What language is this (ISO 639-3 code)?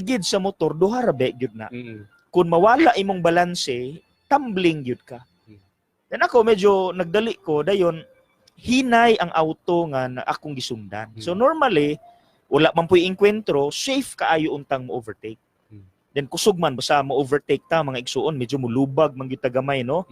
ceb